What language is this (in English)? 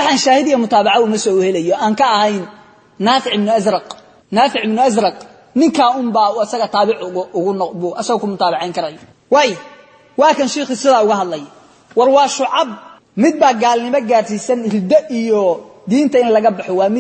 Somali